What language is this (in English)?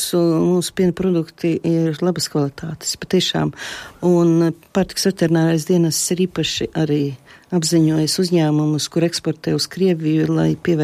Latvian